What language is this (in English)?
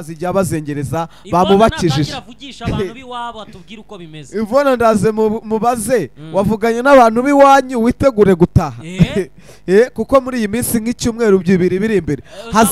Kinyarwanda